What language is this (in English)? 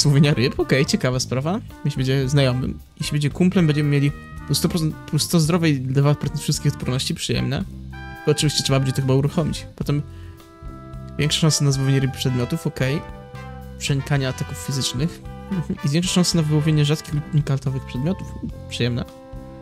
Polish